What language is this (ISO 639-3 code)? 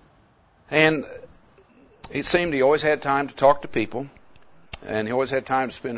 eng